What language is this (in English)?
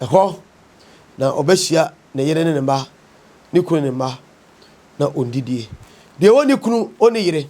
Akan